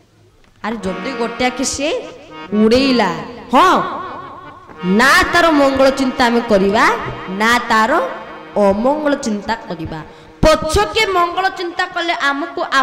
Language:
Odia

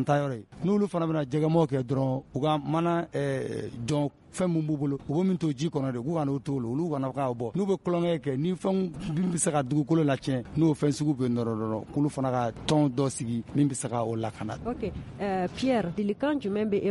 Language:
Bambara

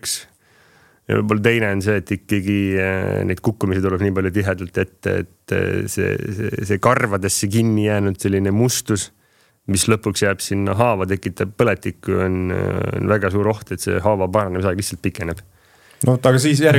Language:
Estonian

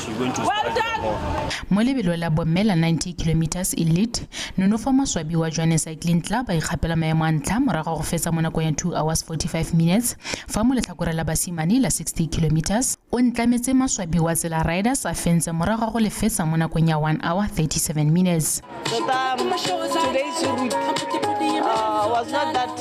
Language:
Tswana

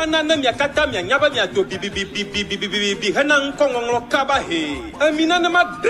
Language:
Ewe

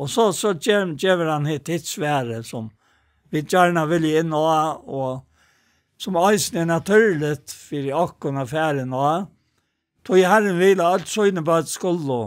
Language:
Faroese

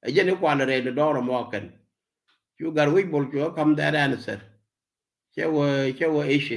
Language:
Nuer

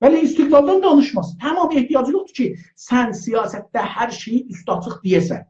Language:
South Azerbaijani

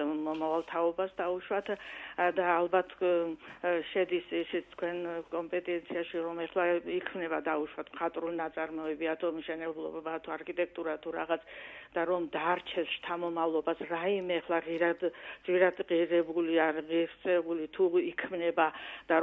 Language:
Georgian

